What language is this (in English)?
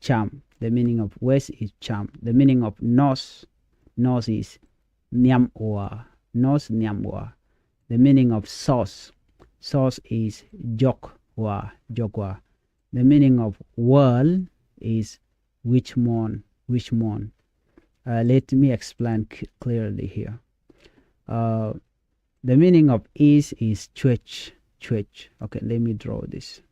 Nuer